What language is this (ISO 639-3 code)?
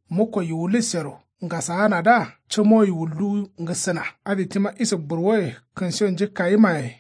kau